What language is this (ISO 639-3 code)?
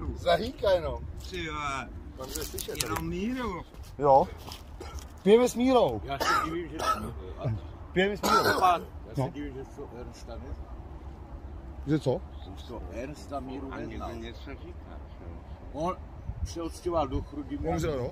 ces